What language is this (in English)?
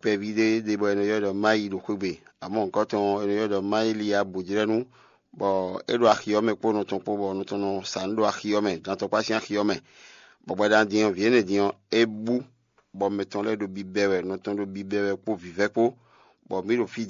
Fon